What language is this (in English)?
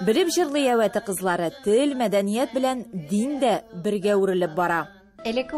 Tatar